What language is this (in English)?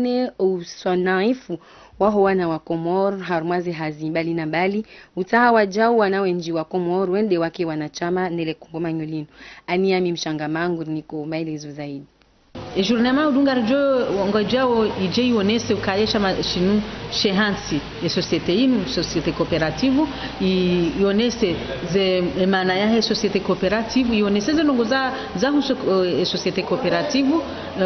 Ngazidja Comorian